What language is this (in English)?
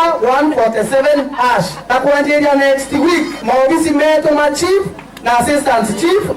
Meru